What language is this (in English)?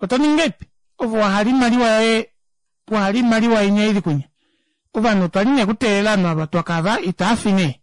Kuanyama